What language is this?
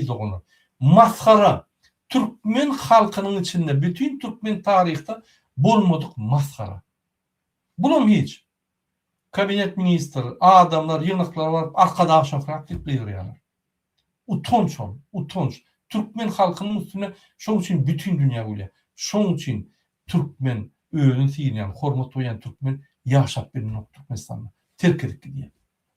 Turkmen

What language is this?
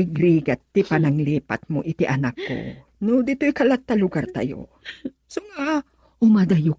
Iloko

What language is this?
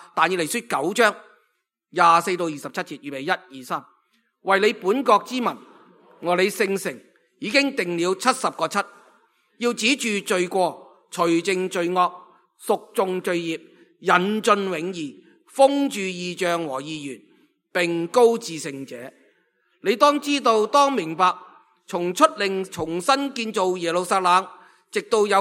Cantonese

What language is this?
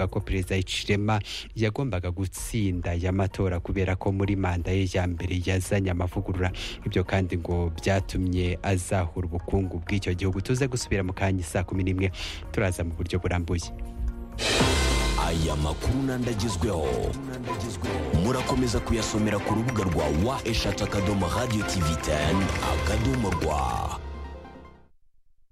Kinyarwanda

